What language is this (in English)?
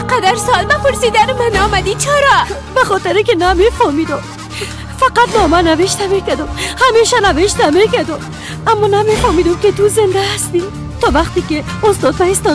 Persian